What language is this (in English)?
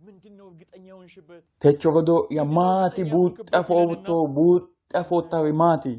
Sidamo